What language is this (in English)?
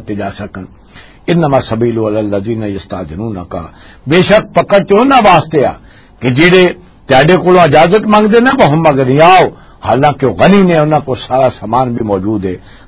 Western Panjabi